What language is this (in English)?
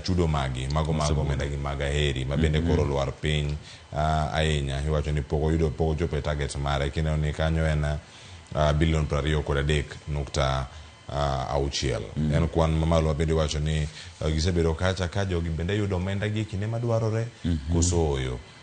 Luo (Kenya and Tanzania)